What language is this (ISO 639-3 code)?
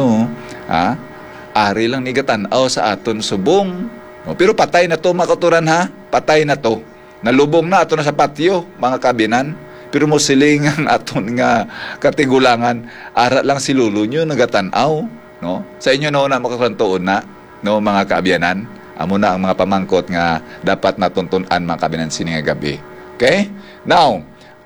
hil